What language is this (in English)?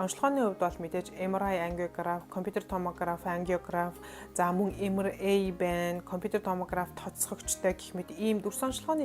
Mongolian